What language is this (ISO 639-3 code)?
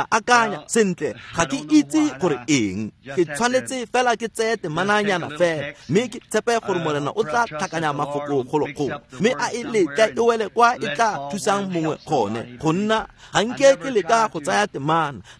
tsn